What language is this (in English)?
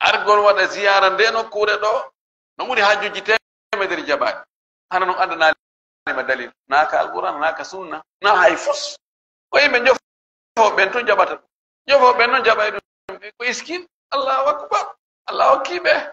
Fula